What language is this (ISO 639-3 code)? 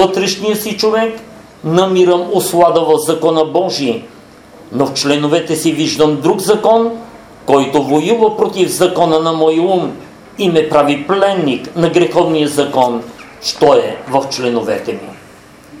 bul